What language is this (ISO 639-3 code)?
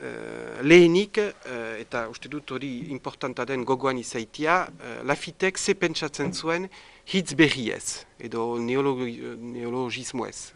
eus